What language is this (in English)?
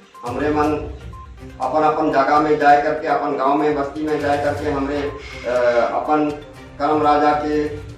Sadri